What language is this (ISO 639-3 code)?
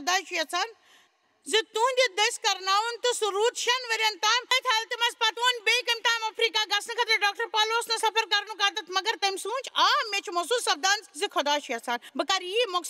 kas